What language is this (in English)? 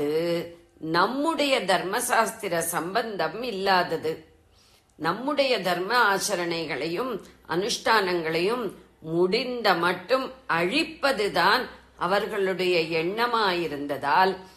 Tamil